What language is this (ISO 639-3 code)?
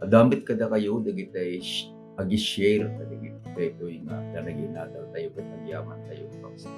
ilo